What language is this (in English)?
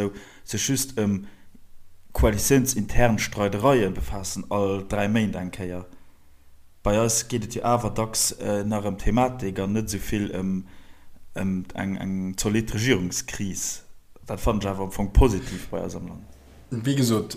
Luxembourgish